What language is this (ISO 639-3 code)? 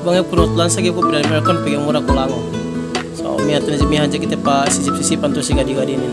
yka